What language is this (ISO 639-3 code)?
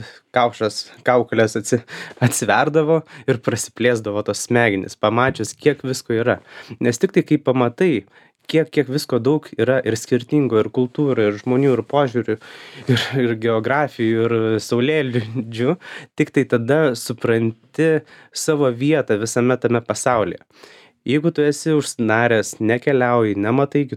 lit